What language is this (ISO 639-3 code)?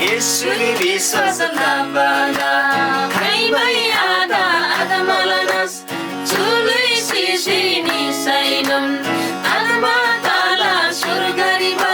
taj